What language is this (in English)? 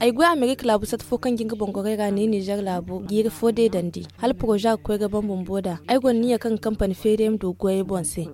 Zarma